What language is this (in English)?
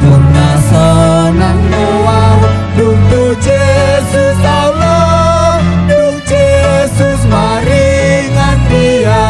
Batak Toba